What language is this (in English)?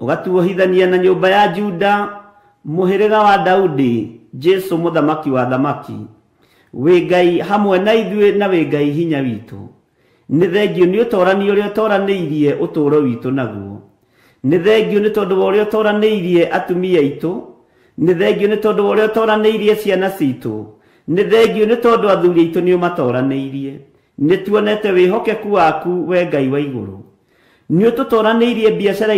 Kikuyu